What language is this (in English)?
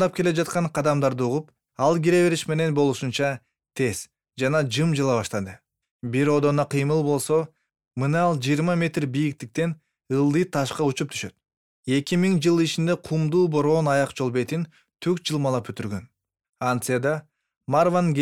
Kyrgyz